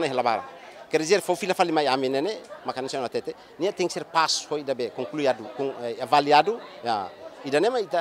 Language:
Tetum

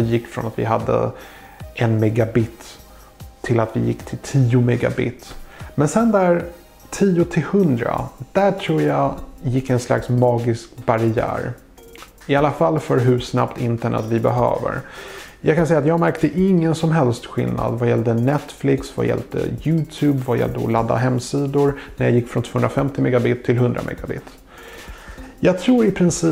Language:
Swedish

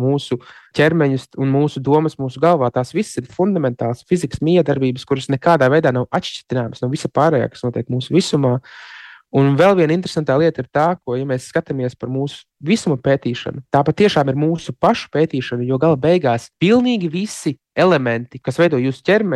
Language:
Latvian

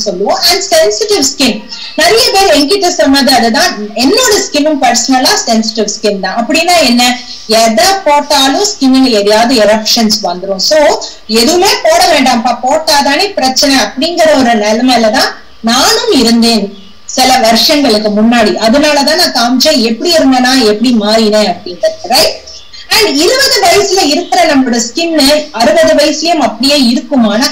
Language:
Tamil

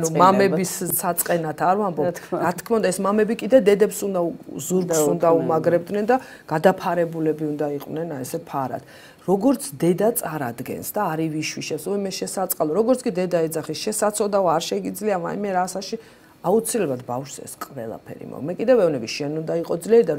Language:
Georgian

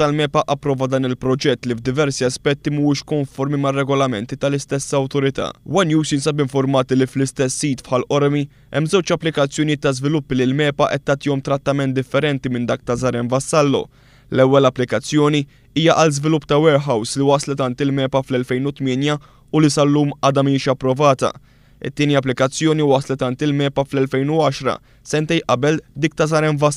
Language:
Maltese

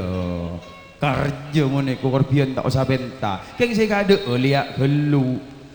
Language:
Madurese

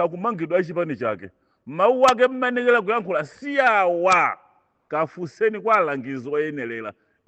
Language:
Nyanja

